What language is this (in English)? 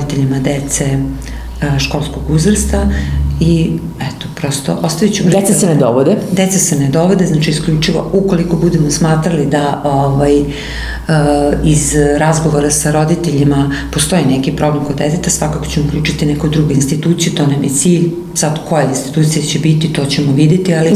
Serbian